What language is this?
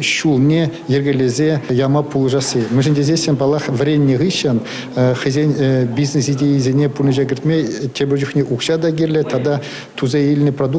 Chuvash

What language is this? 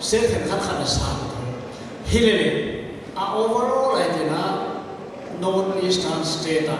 Paite Chin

